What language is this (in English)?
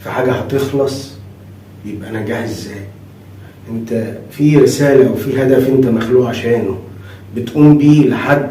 Egyptian Arabic